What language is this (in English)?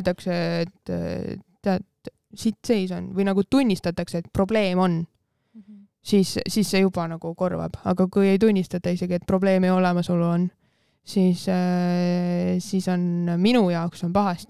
Estonian